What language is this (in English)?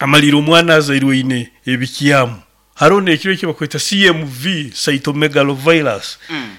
Nyoro